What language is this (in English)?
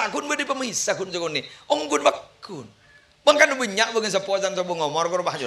Madurese